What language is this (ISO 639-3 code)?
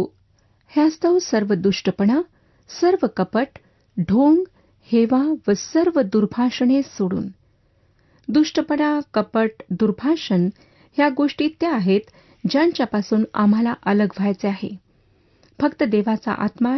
mar